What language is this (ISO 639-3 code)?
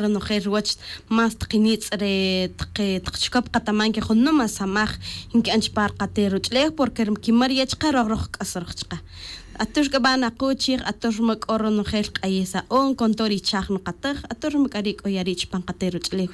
tzj